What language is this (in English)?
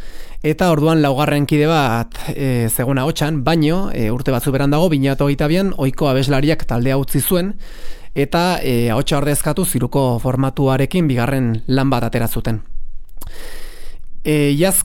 Basque